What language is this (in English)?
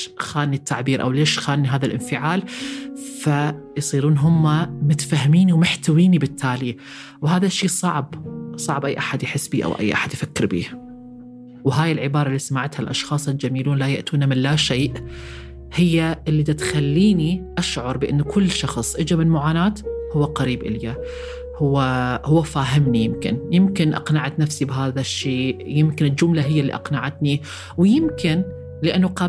North Levantine Arabic